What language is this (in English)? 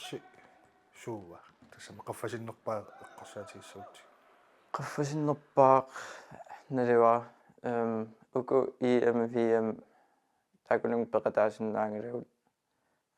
Kalaallisut